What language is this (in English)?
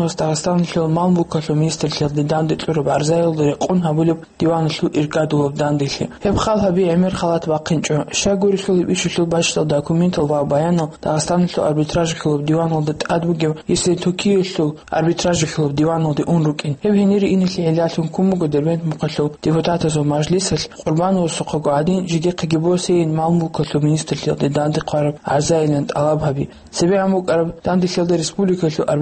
Avaric